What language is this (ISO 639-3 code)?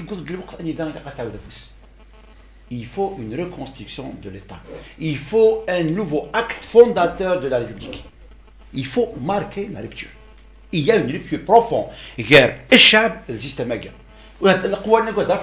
kab